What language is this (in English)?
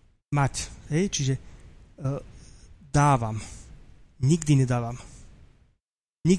Slovak